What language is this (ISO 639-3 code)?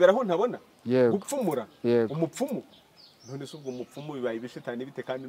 kin